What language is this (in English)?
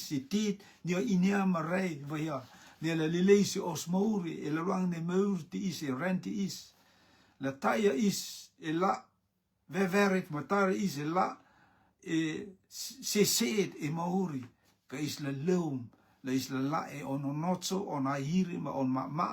Rotuman